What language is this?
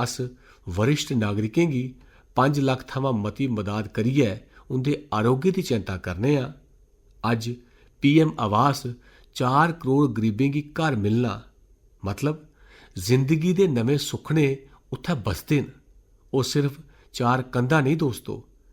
Dogri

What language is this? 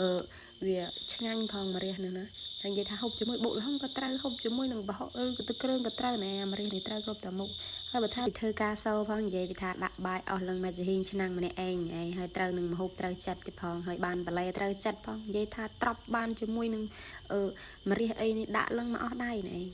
Khmer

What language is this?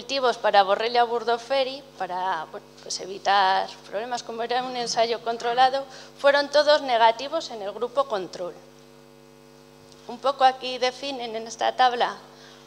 Spanish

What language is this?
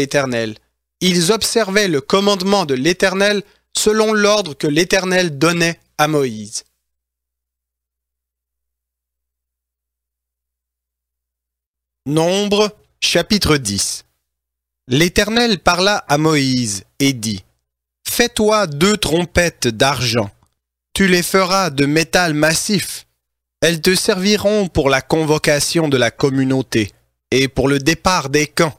French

